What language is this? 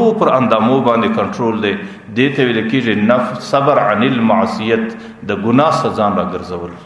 Pashto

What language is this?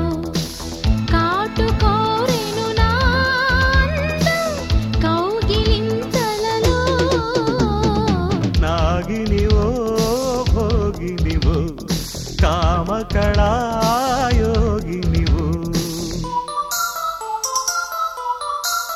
Telugu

